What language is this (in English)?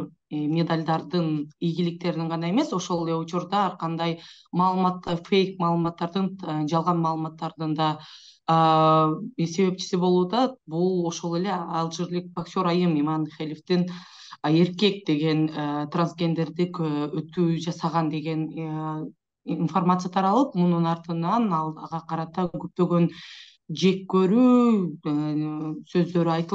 Kyrgyz